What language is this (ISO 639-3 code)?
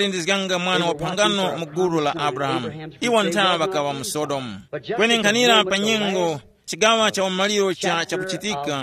tum